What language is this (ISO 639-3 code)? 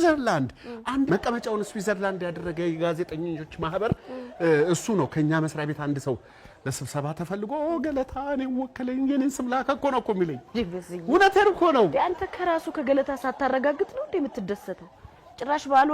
amh